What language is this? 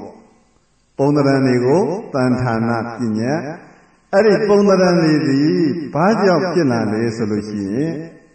Burmese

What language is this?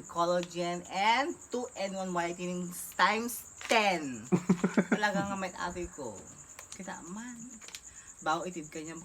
Iloko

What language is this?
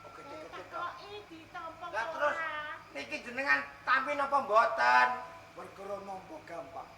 Javanese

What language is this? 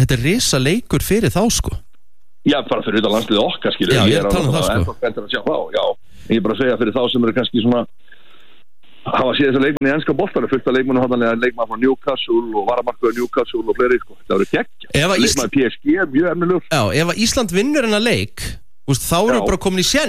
Icelandic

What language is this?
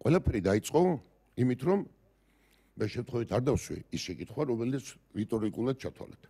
Georgian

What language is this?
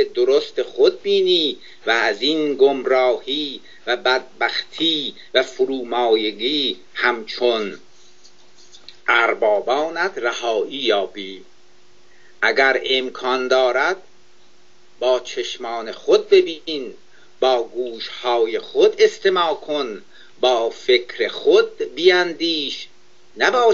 Persian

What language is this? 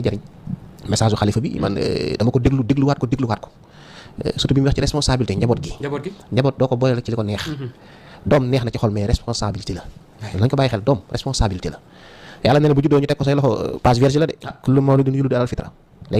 Wolof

